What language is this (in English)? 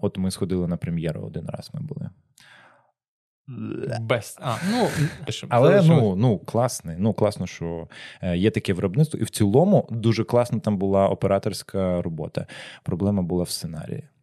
Ukrainian